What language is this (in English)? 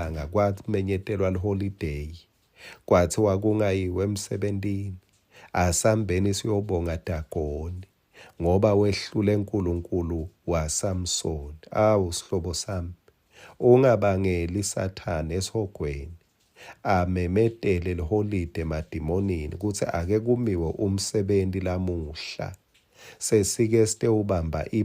Swati